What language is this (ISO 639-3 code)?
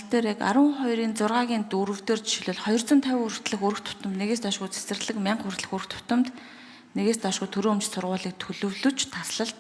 mon